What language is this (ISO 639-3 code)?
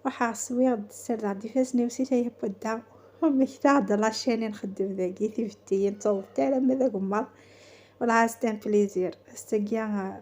kab